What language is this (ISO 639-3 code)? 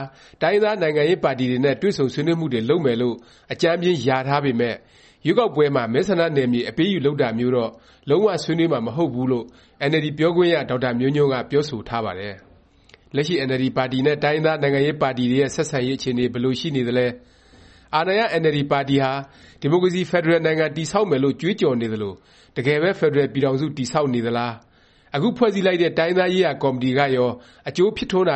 mya